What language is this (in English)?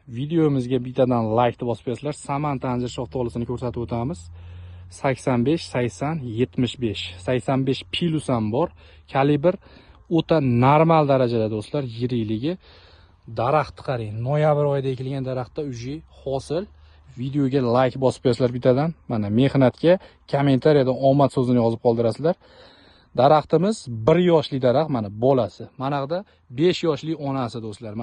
Uzbek